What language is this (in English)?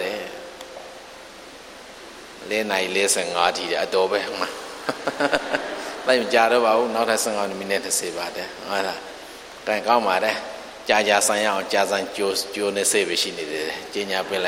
Burmese